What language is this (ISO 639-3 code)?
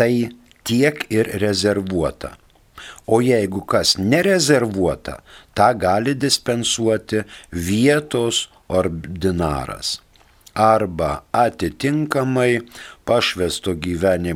lit